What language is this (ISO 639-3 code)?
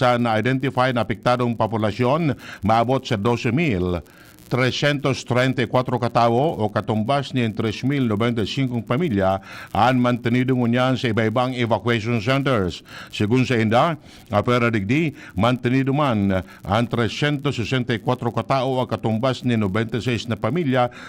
bik